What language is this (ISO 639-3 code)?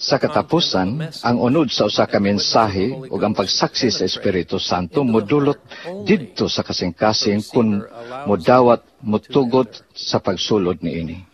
ceb